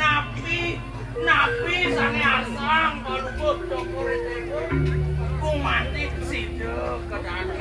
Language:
Balinese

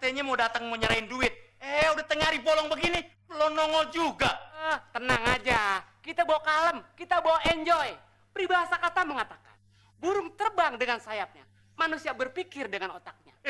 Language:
Betawi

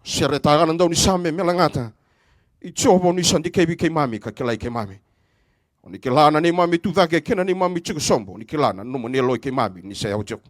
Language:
Fijian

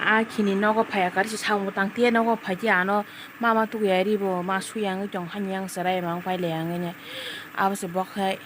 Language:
Kok Borok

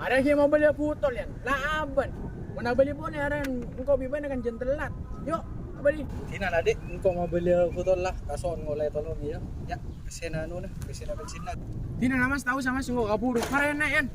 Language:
Madurese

